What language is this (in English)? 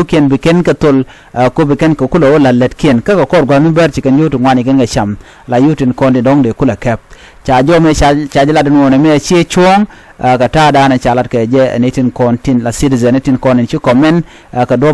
Nuer